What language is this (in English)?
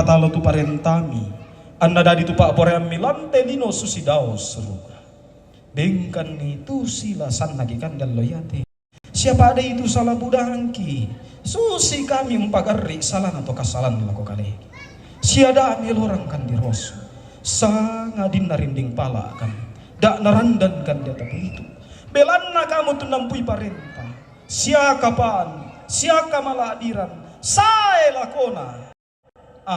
Toraja-Sa'dan